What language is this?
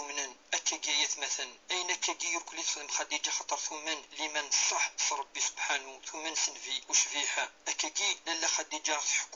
Kabyle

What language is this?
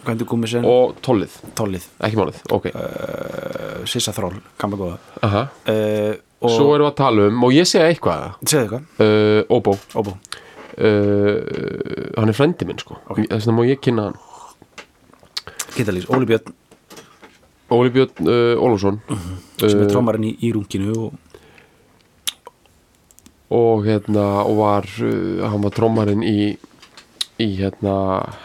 Icelandic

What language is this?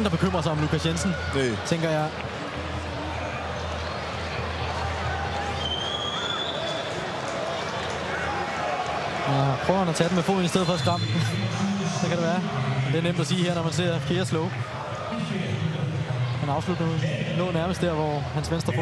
Danish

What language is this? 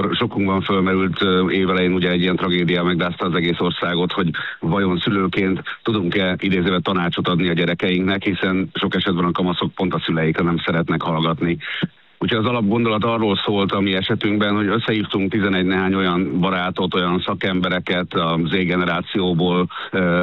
Hungarian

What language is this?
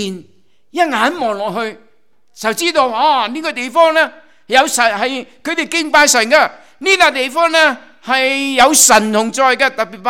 Cantonese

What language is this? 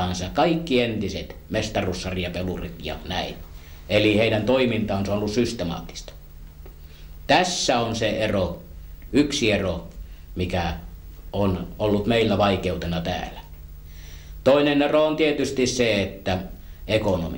Finnish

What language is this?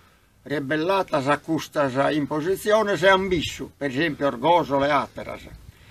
Sardinian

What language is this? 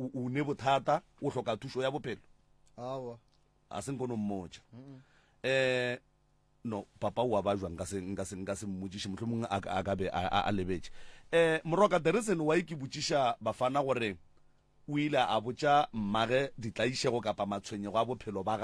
Northern Sotho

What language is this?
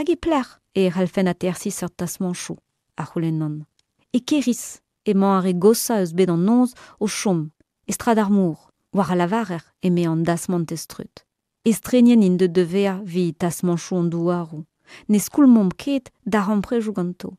Breton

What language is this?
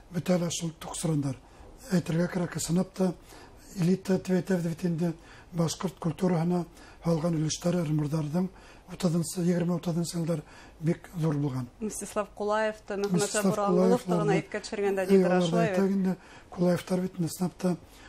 Bashkir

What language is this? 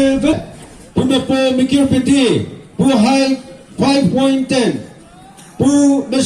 Chokri Naga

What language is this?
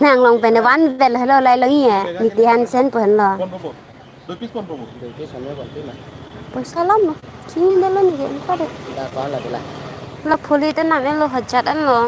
Karbi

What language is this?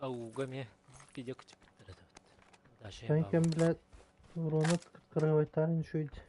Yakut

